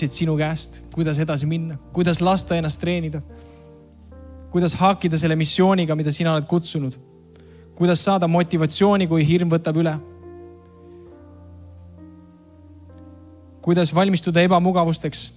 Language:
Estonian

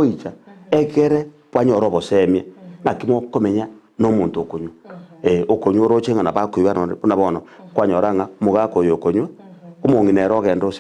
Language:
Gusii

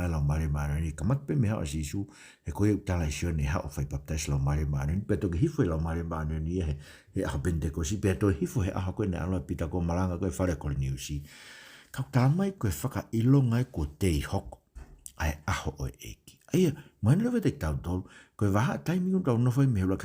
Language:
Tongan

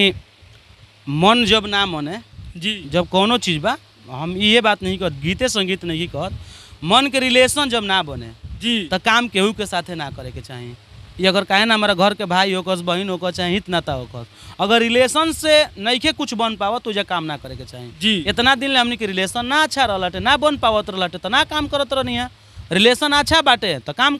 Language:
Bhojpuri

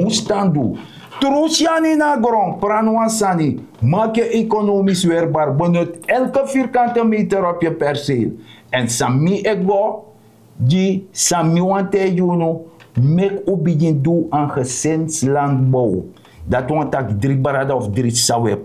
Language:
Sranan Tongo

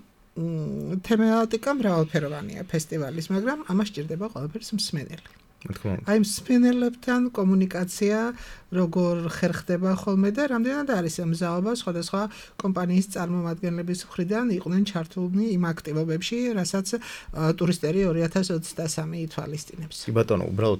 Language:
Georgian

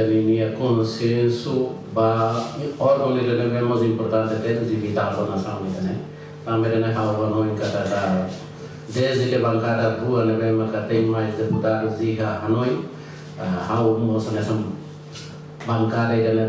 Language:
Tetum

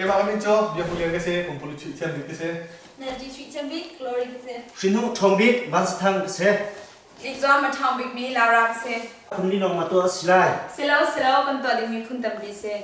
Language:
Hakha Chin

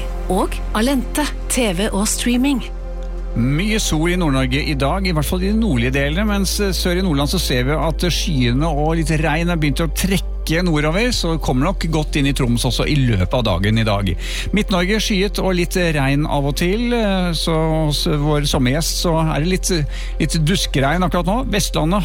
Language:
Norwegian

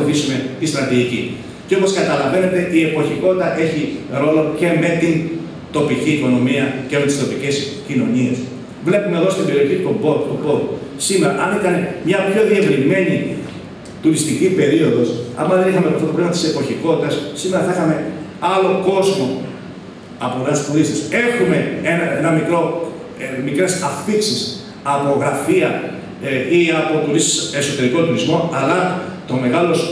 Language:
Greek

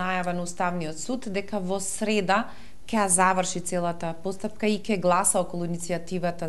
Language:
Macedonian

